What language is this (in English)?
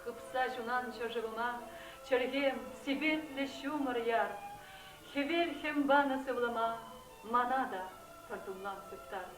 Chuvash